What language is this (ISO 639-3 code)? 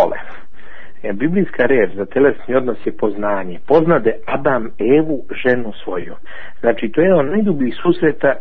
srp